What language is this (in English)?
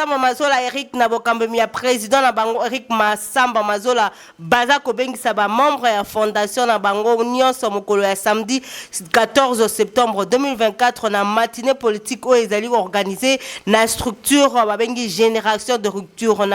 Lingala